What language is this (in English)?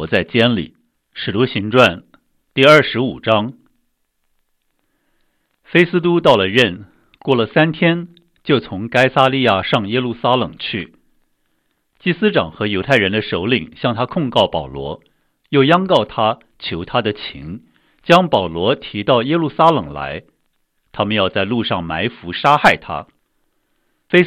Chinese